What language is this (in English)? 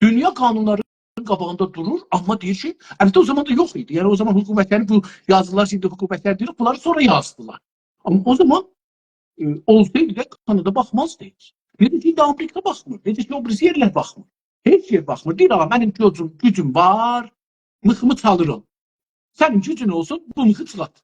South Azerbaijani